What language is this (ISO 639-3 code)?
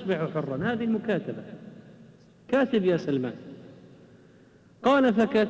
ara